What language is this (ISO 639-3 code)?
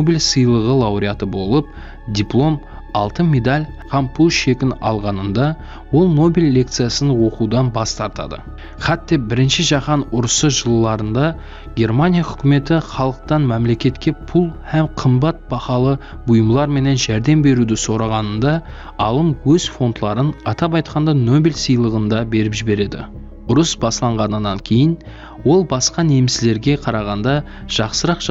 kaa